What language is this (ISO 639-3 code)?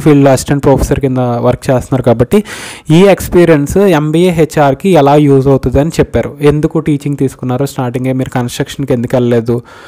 tel